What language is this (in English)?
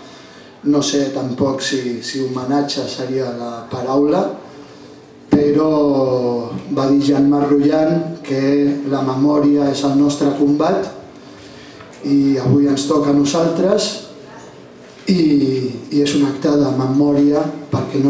Catalan